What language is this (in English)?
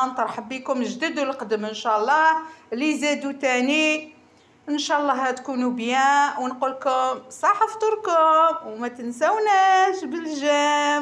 Algerian Arabic